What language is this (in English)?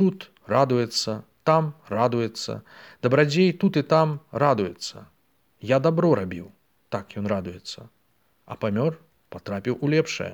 Belarusian